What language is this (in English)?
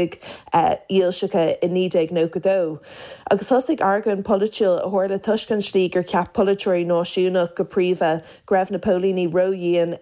Irish